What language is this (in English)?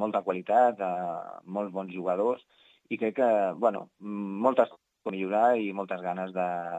Catalan